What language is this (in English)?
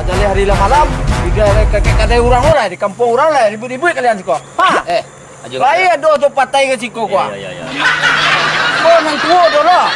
Minangkabau